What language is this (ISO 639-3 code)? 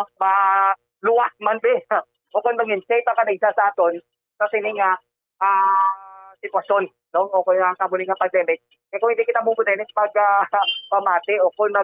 hil